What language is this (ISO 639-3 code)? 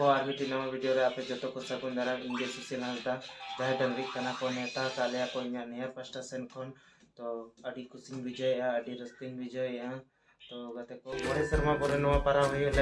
sat